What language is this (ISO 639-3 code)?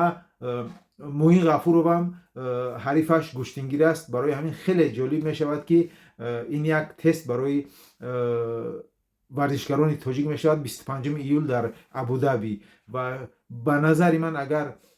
tgk